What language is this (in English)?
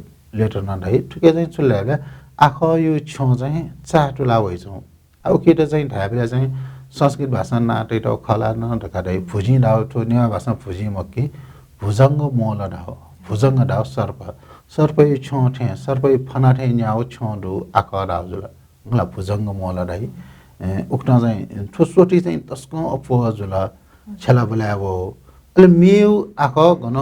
Newari